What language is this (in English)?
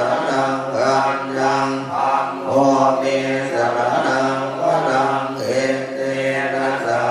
Pali